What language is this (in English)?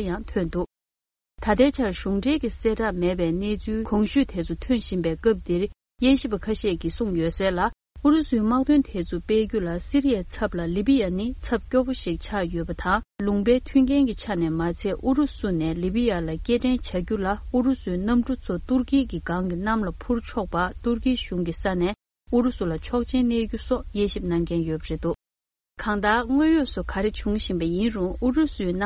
Tibetan